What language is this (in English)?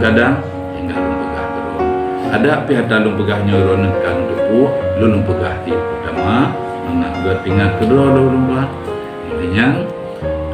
Achinese